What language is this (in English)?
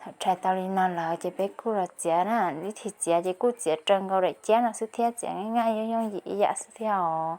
Hmong